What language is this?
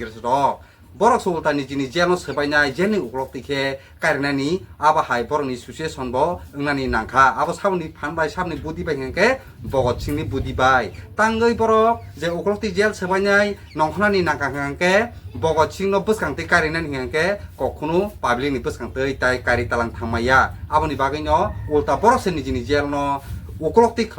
Kok Borok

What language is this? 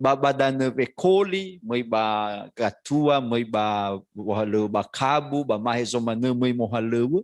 Nias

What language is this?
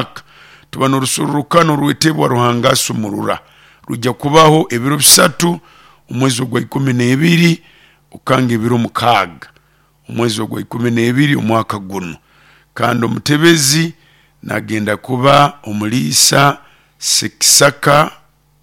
Nyoro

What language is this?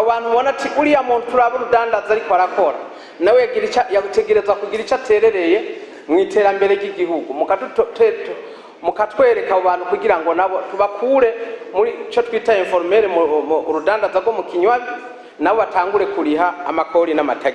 Rundi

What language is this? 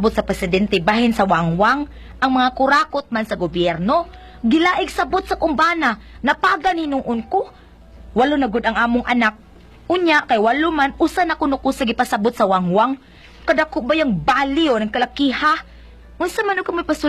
Cebuano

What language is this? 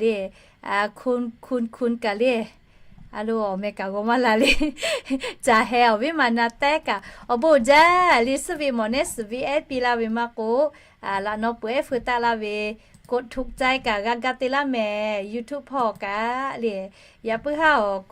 Lahu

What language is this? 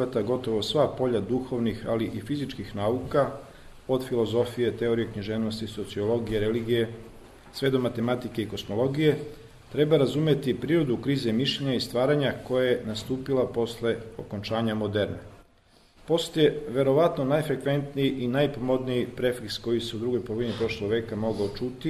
Serbian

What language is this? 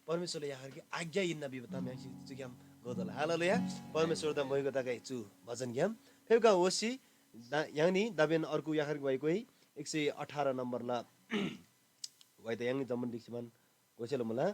Eastern Tamang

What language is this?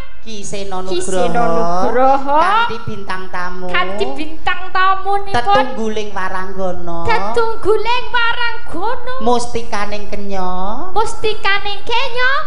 Javanese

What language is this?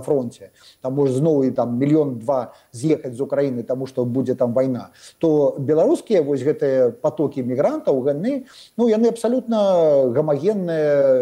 Belarusian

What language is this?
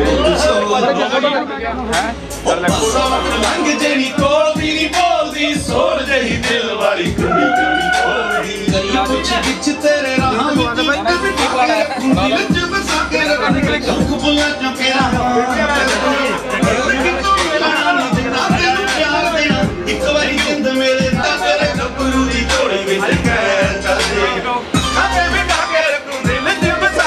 Punjabi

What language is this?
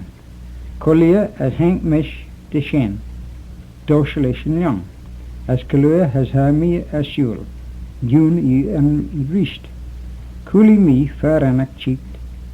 Manx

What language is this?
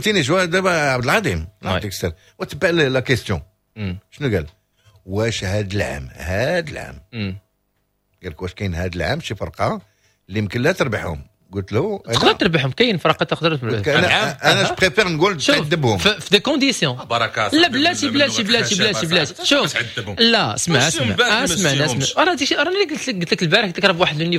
Moroccan Arabic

